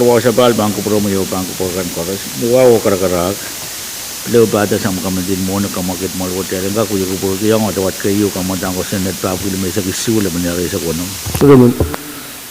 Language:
Pohnpeian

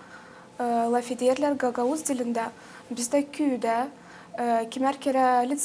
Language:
Gagauz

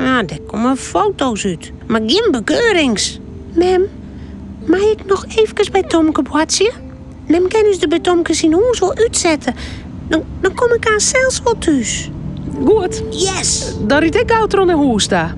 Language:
Western Frisian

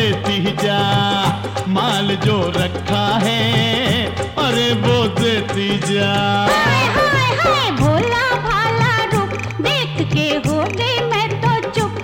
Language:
Hindi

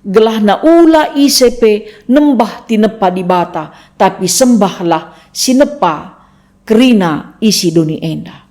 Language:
Batak Karo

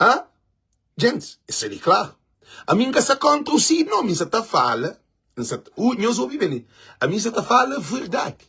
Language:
Kabuverdianu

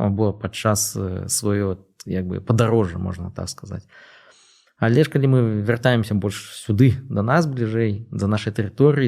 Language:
Belarusian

